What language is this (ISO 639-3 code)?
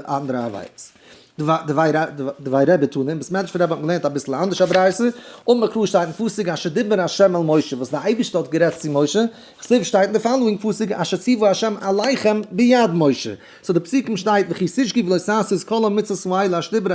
yid